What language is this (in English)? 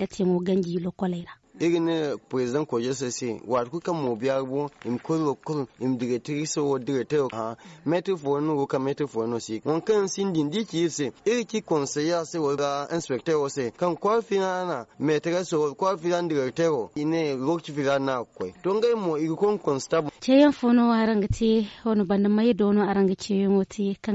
Zarma